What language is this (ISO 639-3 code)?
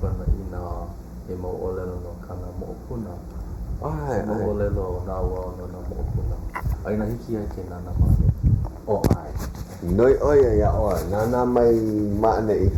haw